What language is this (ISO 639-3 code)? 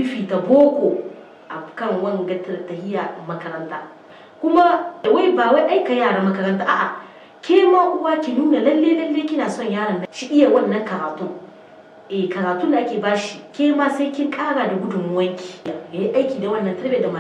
hau